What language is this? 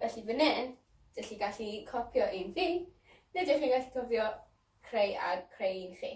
Welsh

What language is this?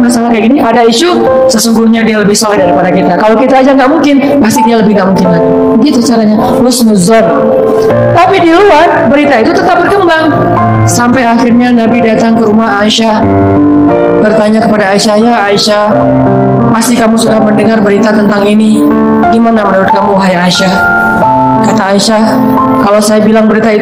Indonesian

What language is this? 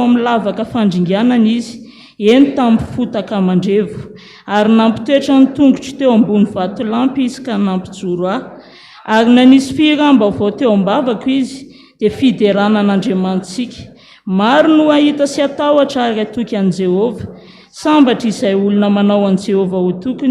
Malagasy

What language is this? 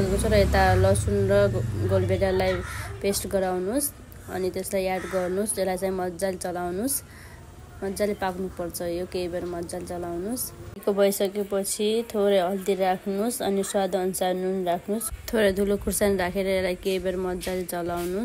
Nepali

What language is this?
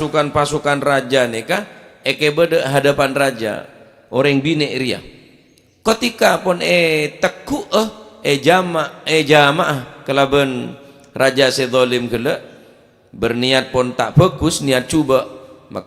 Madurese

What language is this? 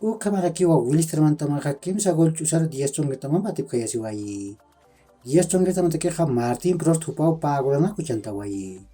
Aymara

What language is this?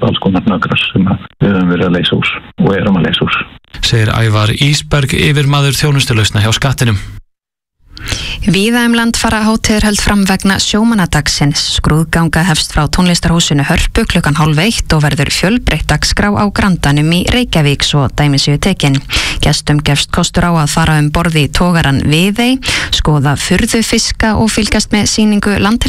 Icelandic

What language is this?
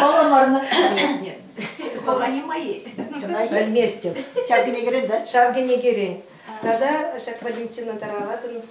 Chuvash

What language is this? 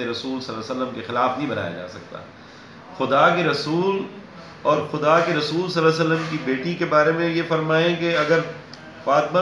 Urdu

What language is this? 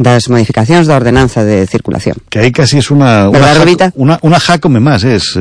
Galician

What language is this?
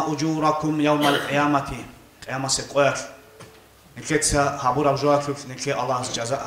Avaric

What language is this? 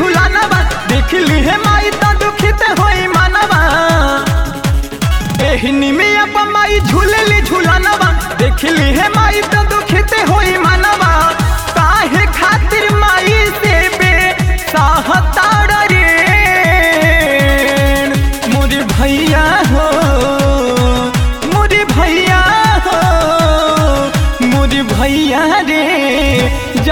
Bhojpuri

